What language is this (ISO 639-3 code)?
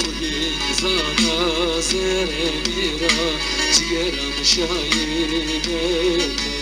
zza